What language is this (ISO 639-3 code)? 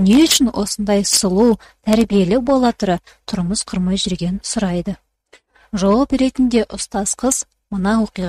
kaz